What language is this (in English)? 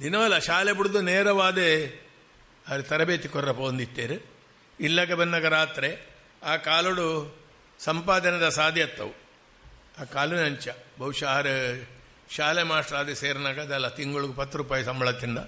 Tulu